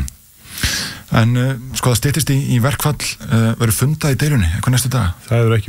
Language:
Icelandic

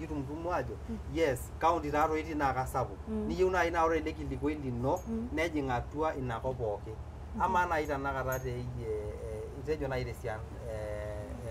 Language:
Masai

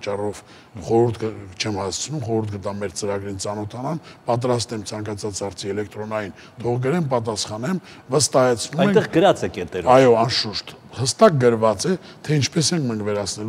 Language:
Armenian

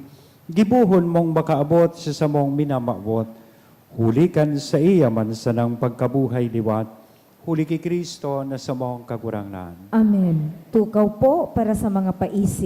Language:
Bikol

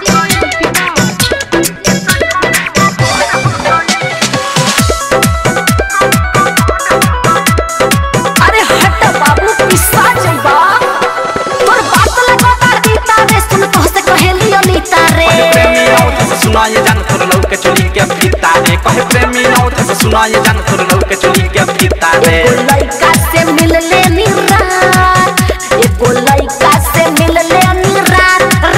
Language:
Bhojpuri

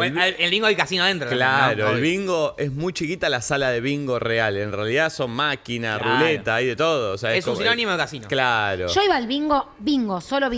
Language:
Spanish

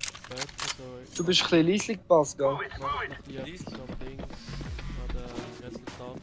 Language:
Swiss German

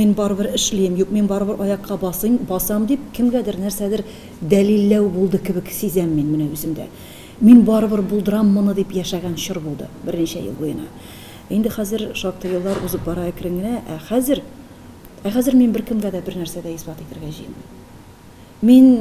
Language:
Tatar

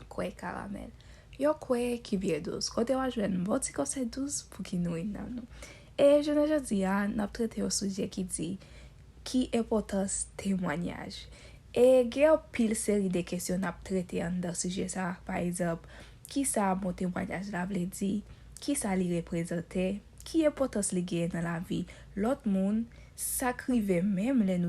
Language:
Haitian Creole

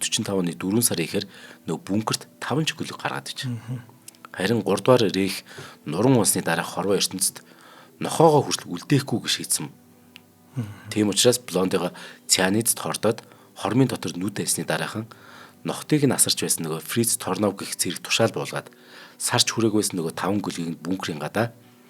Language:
Mongolian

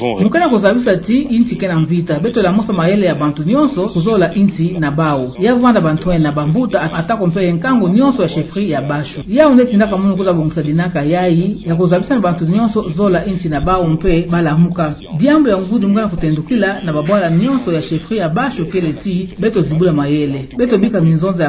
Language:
Kituba (Democratic Republic of Congo)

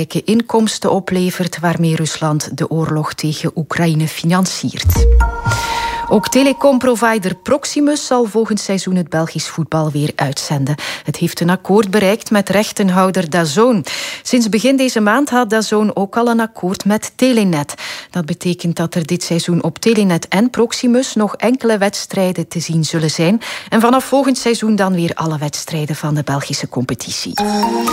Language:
Dutch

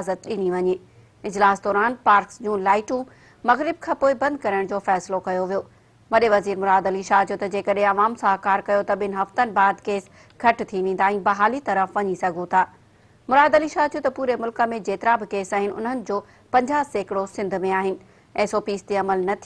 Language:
Sindhi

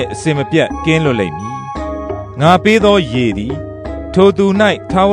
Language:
Burmese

